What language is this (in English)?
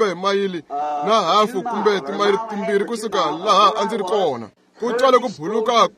Tsonga